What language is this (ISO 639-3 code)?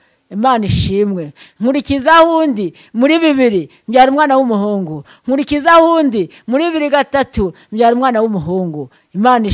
kin